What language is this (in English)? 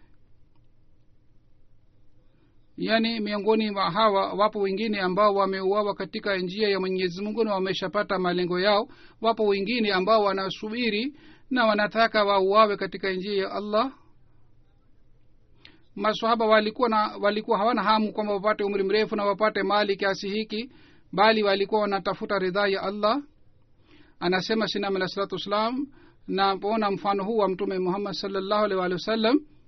Swahili